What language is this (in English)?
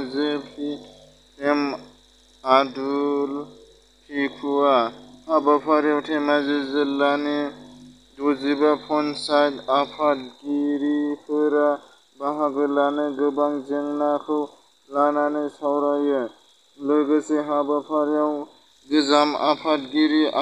Bodo